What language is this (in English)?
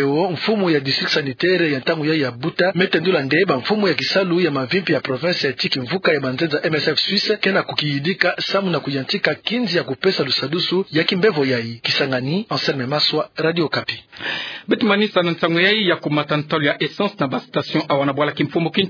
Kituba (Democratic Republic of Congo)